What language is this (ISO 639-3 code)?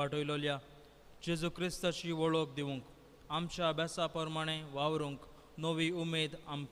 kok